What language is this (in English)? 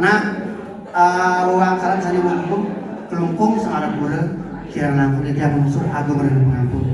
Balinese